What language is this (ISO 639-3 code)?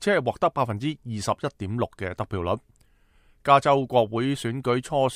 yue